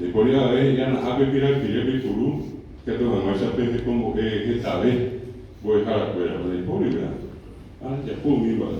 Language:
Guarani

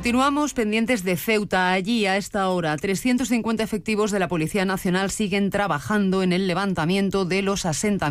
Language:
Spanish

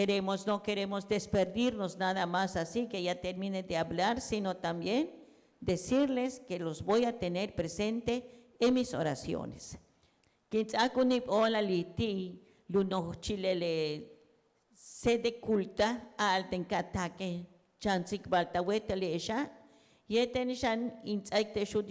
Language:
Yucateco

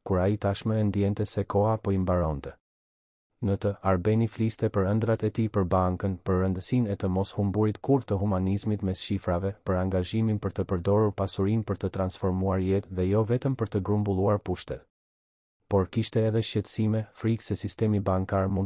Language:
Albanian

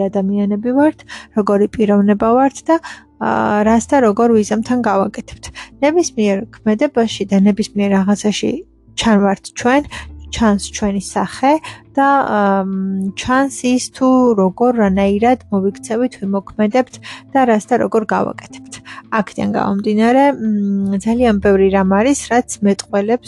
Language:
Georgian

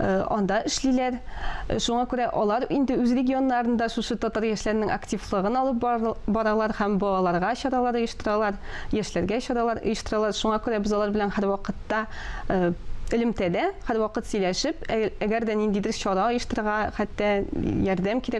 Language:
Tatar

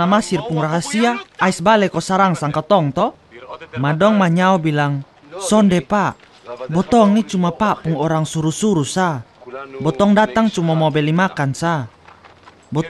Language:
Kupang Malay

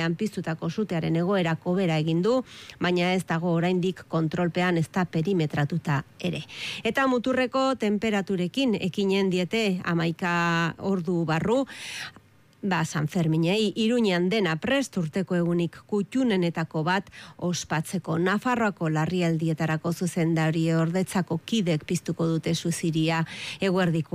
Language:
Basque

